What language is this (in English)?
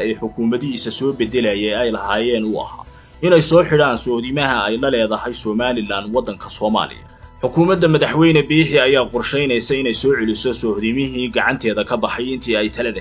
Somali